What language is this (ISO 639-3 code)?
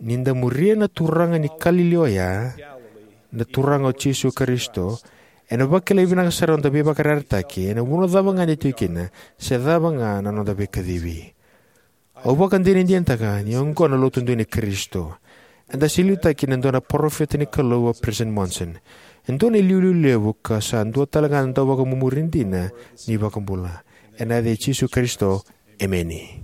fij